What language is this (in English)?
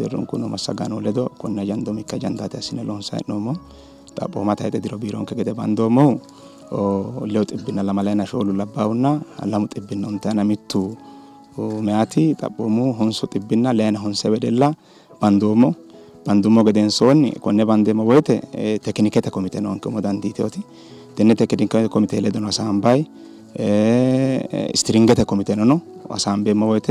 Sidamo